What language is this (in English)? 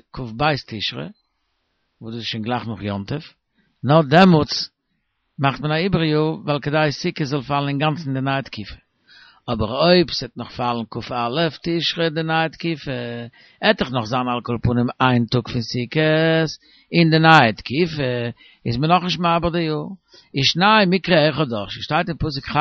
Yiddish